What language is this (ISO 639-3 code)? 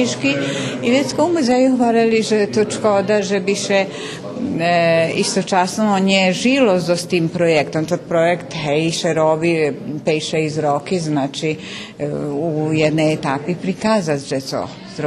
rue